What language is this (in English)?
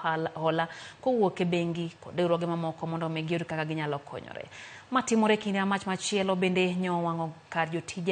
Luo (Kenya and Tanzania)